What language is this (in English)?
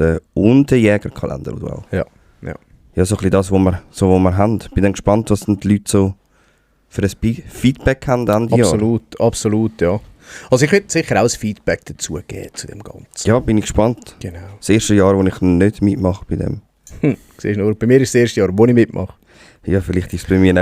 Swiss German